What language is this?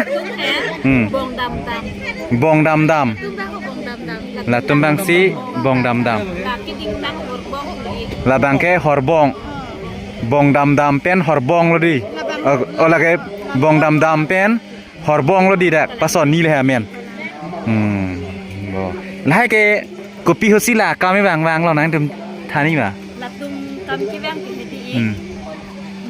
Karbi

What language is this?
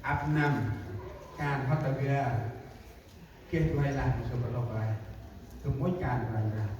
Central Mnong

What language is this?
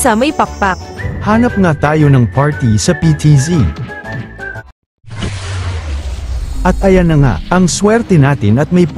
Filipino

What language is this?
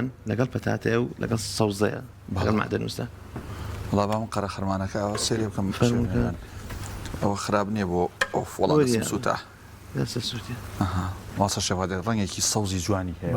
Central Kurdish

